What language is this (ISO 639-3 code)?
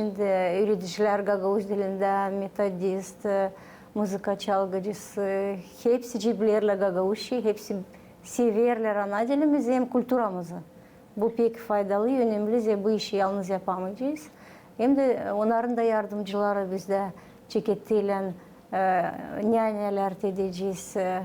gag